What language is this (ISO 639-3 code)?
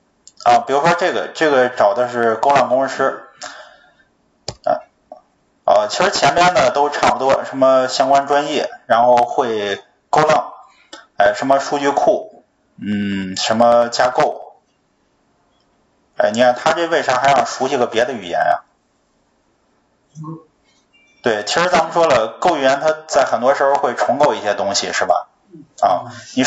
zho